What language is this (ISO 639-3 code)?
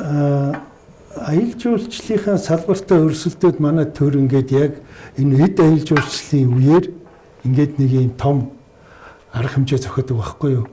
mon